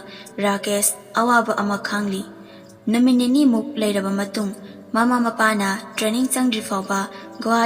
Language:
Manipuri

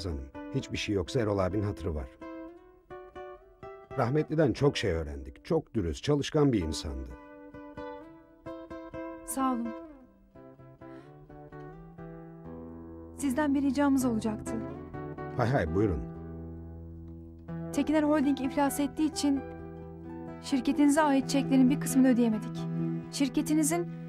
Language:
Turkish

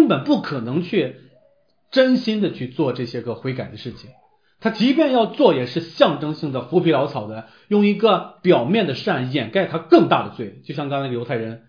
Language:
Chinese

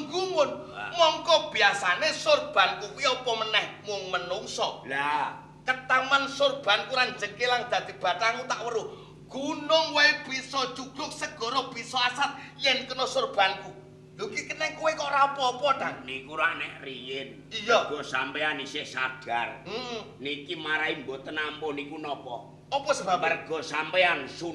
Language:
Javanese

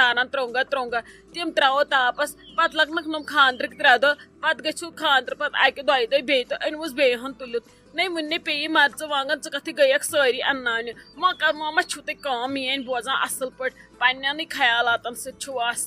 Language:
Kashmiri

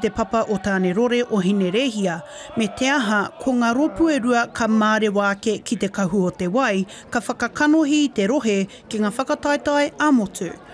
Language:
Māori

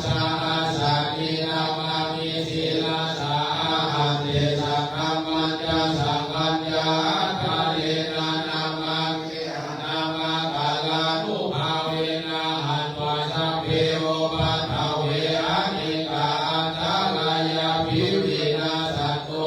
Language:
Pali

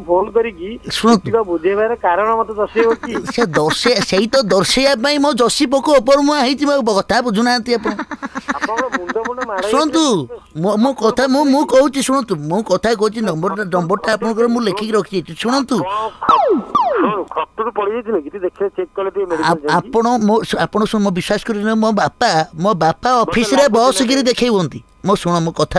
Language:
Odia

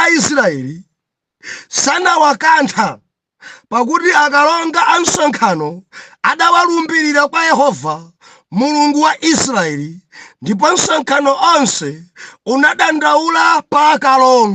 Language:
Nyanja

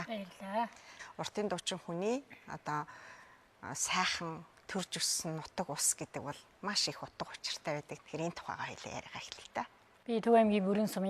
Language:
Mongolian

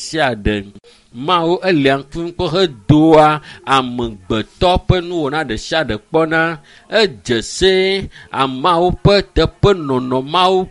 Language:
Ewe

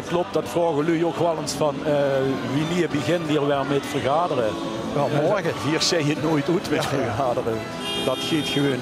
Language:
Limburgish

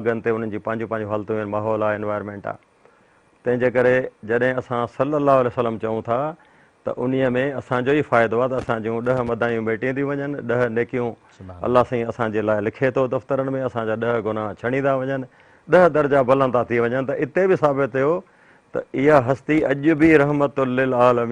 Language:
Sindhi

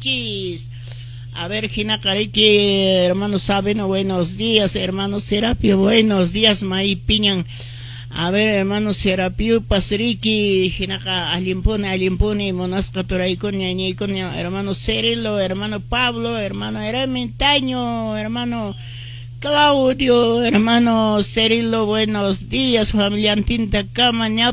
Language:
Quechua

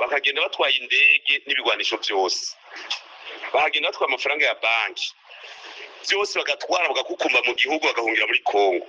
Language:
Rundi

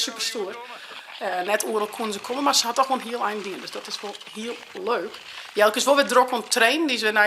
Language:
Western Frisian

